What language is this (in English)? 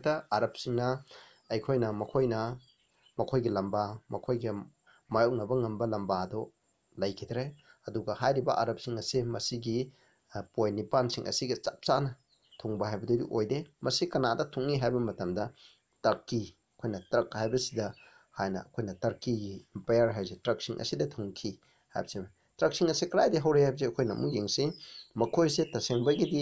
Manipuri